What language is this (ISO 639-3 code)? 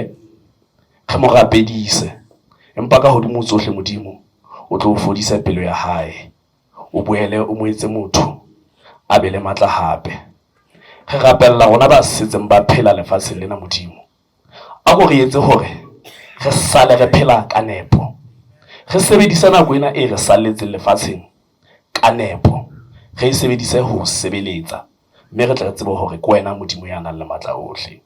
sot